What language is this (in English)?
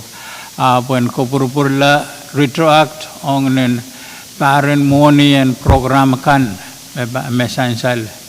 Pohnpeian